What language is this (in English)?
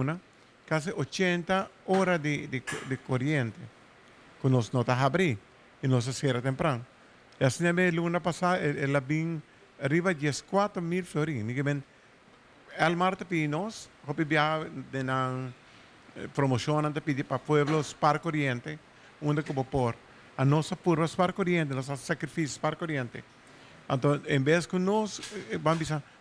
Papiamento